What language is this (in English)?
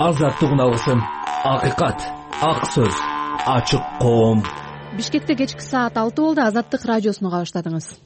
Kyrgyz